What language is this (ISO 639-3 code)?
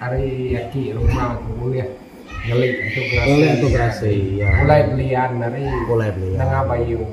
iba